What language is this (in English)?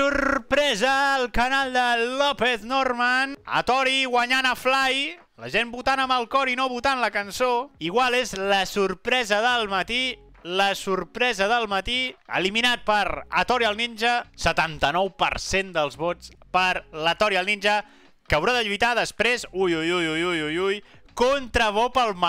Catalan